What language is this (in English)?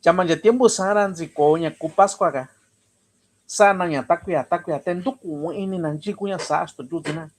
Mixtepec Mixtec